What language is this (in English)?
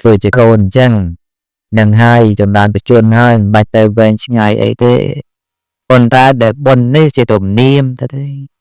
Khmer